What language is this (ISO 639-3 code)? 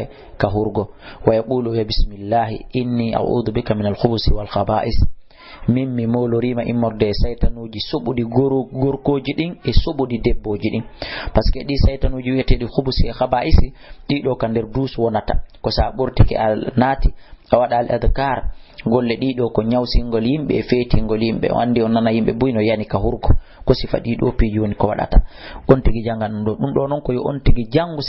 ful